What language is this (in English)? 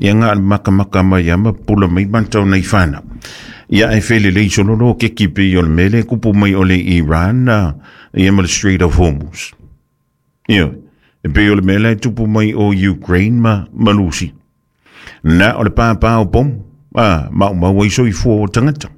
Samoan